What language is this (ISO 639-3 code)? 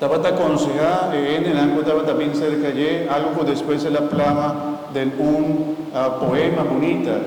pap